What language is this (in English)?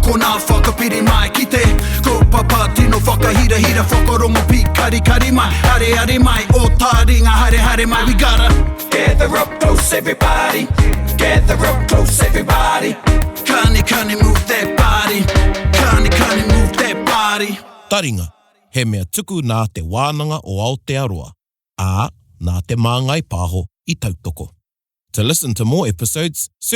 Māori